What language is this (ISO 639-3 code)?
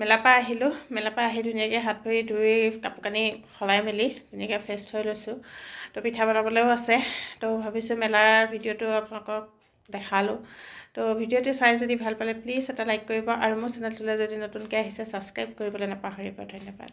asm